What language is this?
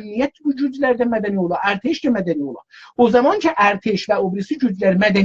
South Azerbaijani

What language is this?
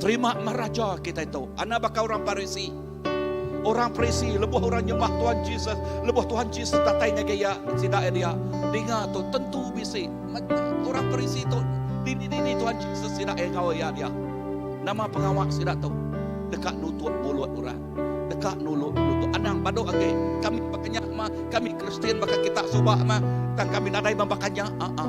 Iban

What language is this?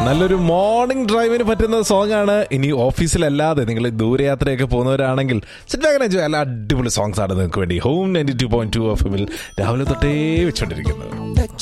Malayalam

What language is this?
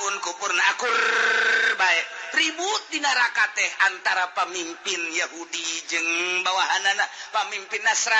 Sundanese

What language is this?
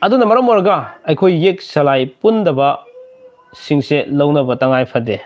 Manipuri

